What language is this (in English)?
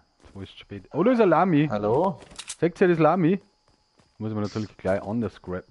Bavarian